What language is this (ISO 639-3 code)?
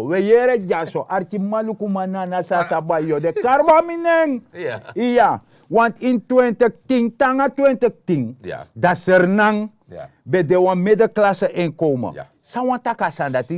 srn